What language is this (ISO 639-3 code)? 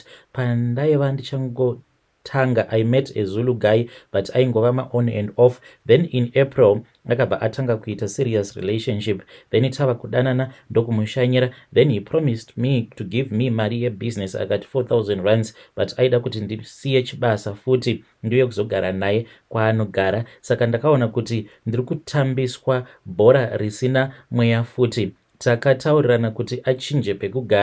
sna